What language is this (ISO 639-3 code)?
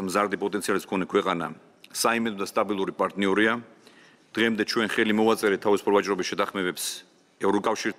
kat